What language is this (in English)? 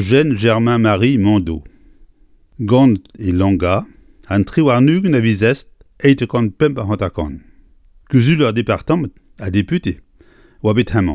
Breton